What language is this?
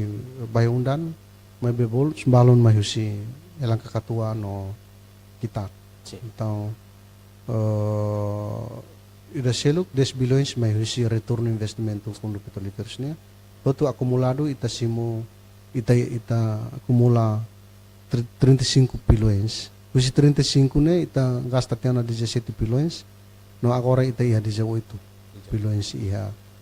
Tetum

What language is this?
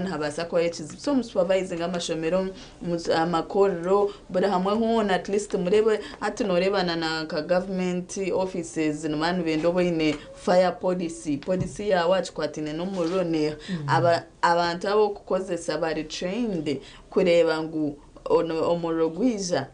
Nyankole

